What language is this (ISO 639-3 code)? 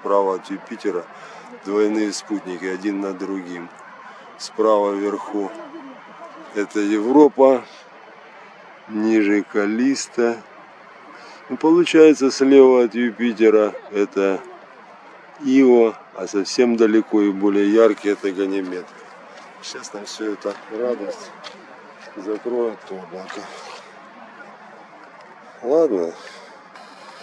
rus